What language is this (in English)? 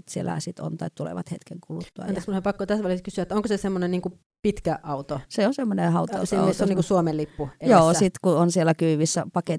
Finnish